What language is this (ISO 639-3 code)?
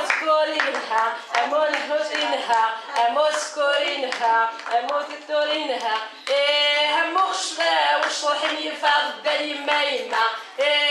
kab